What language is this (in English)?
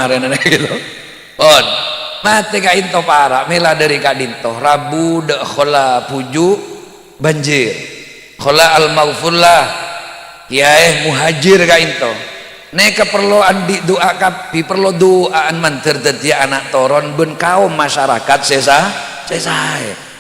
Madurese